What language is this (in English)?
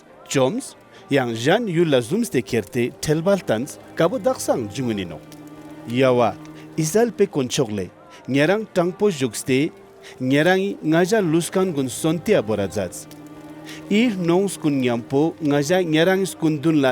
Ladakhi